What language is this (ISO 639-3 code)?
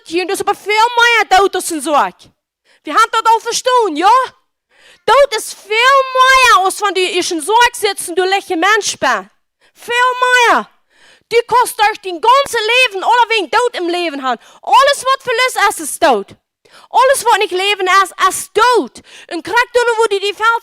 pdt